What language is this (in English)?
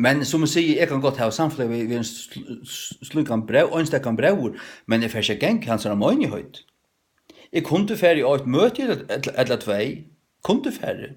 Faroese